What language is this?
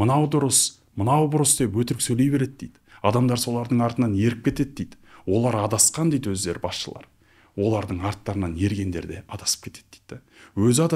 Kazakh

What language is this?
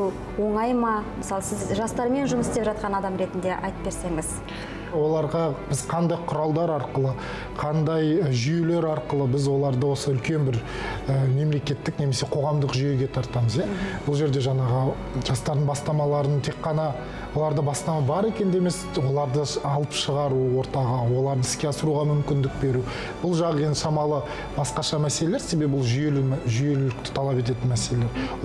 Kazakh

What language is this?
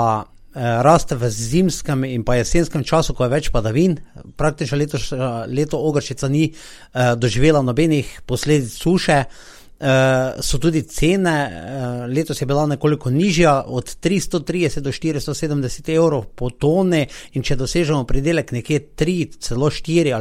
Slovenian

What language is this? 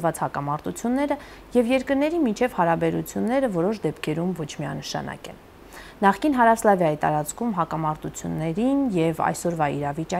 Armenian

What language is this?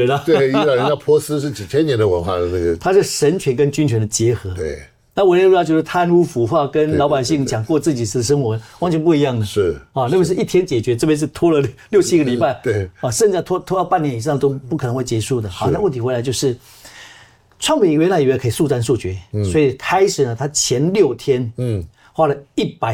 Chinese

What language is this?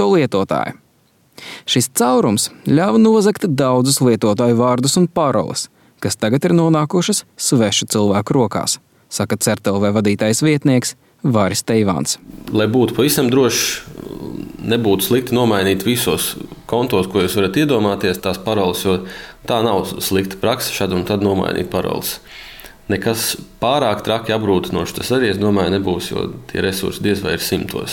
Latvian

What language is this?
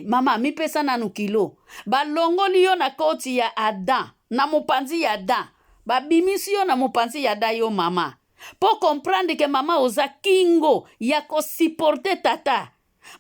Lingala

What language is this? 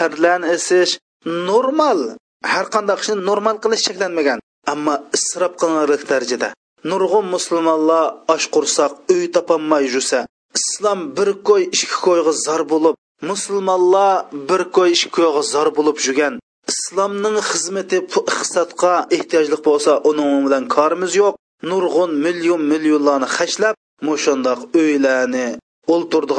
Uyghur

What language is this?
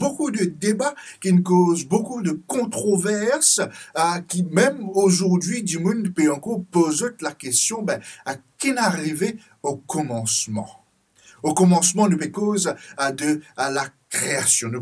Morisyen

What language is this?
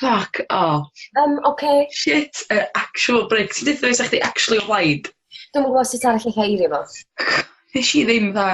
Welsh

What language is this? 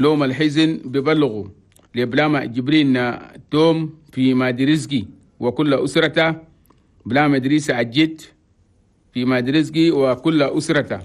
Chadian Arabic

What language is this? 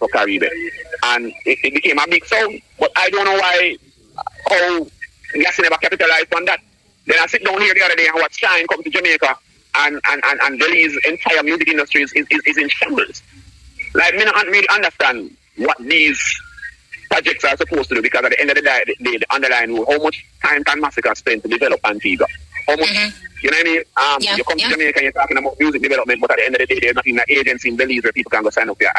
Jamaican Creole English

